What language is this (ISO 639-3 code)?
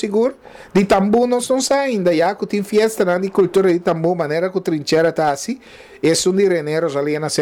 pap